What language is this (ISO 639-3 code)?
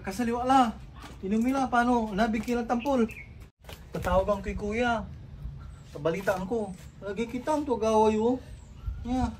pag